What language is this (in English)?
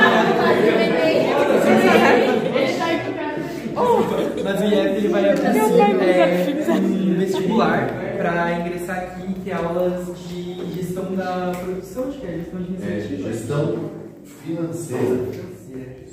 Portuguese